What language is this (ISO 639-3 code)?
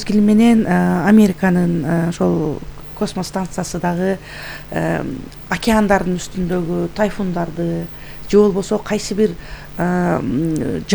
kir